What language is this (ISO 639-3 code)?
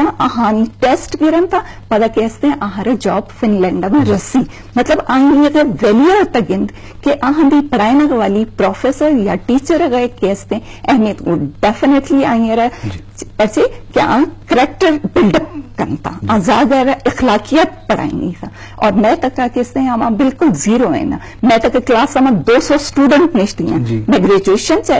bgp